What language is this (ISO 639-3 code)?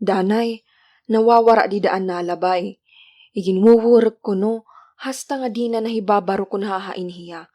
war